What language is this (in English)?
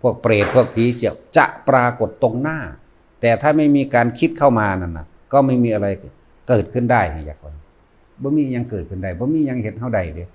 Northeastern Thai